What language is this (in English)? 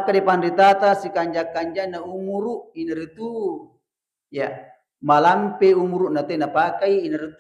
Buginese